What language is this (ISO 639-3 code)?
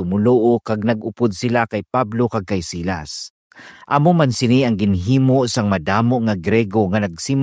hil